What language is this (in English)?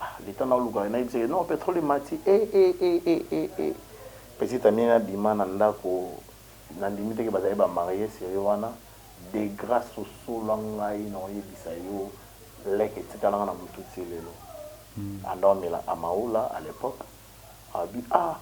Lingala